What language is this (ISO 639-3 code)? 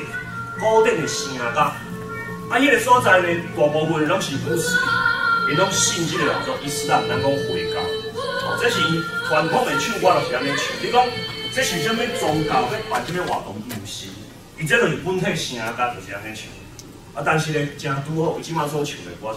nan